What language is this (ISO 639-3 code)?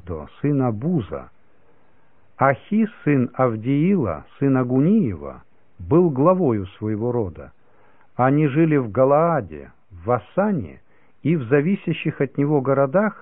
rus